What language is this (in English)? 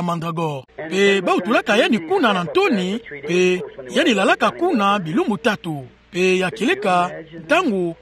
Kituba (Democratic Republic of Congo)